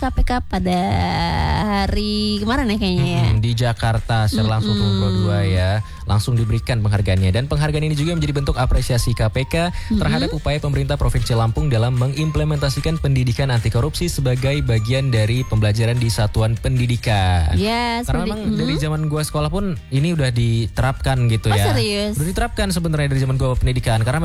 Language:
Indonesian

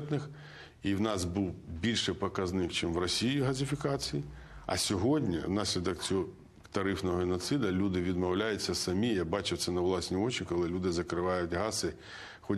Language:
Ukrainian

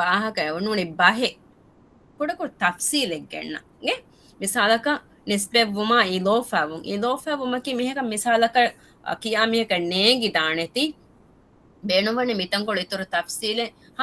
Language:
Divehi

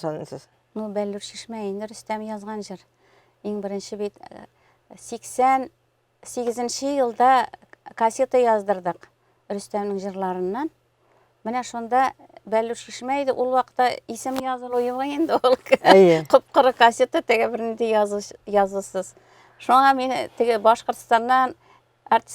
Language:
Tatar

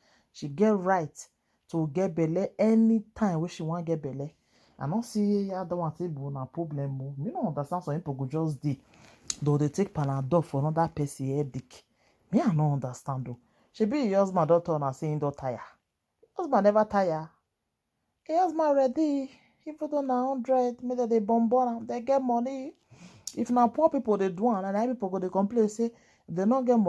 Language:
Nigerian Pidgin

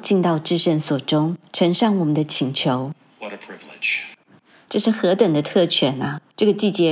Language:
Chinese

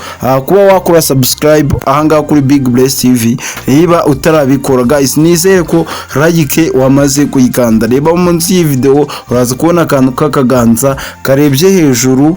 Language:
Kinyarwanda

